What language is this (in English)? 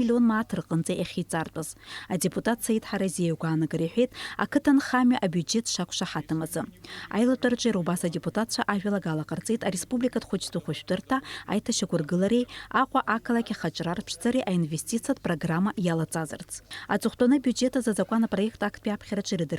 Abkhazian